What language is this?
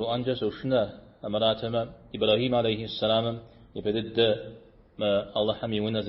Kabardian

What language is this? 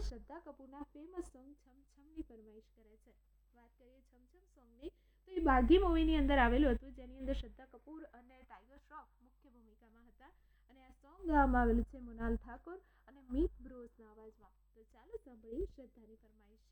Gujarati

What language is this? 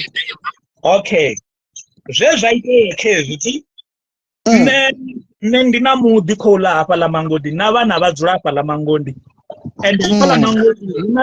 Venda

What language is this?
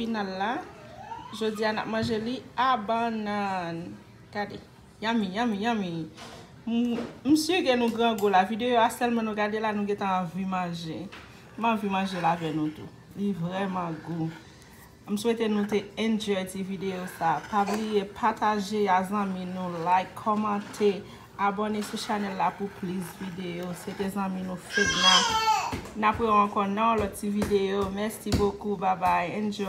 Haitian Creole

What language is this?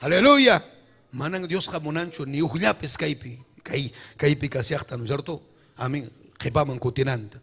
Ayacucho Quechua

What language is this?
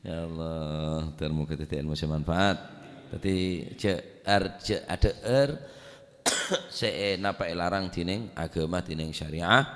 Madurese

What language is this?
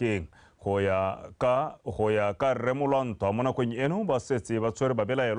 Tswana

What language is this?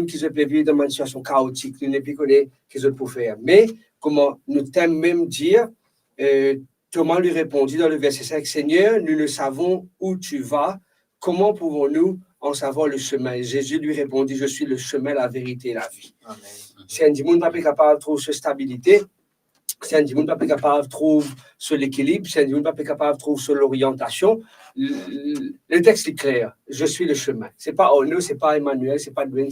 Morisyen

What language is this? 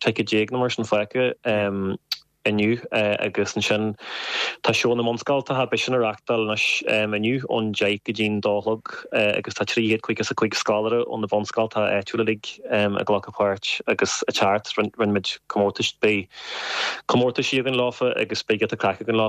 Irish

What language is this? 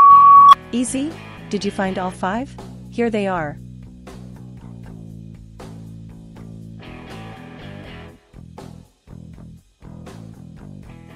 English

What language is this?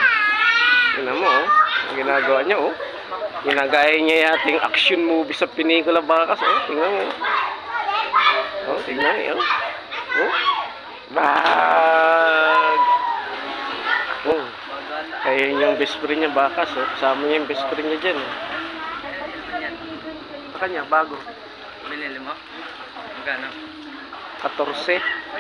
Filipino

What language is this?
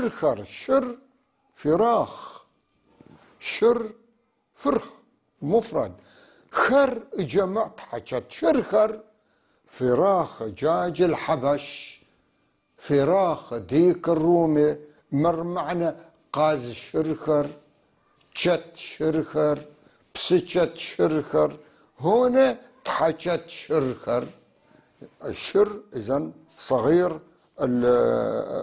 North Levantine Arabic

